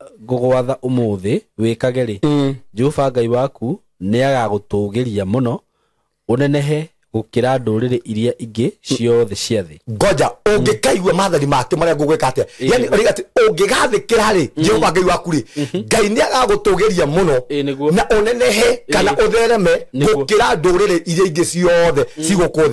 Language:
Kikuyu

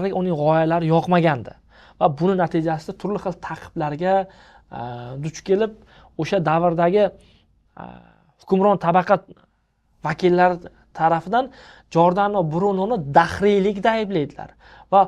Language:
Uzbek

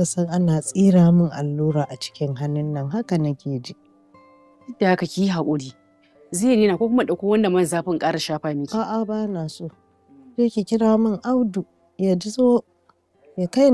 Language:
Hausa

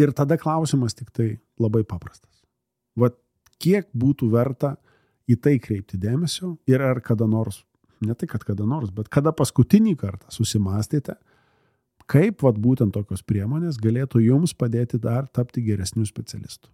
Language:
Lithuanian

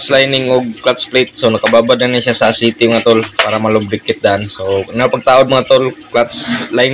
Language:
Cebuano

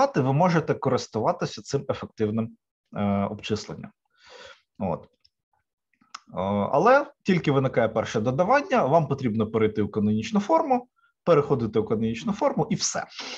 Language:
Ukrainian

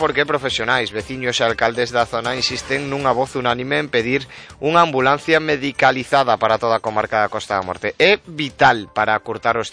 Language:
Galician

